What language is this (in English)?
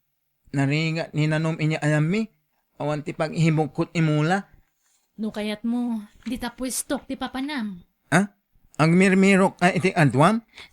Iloko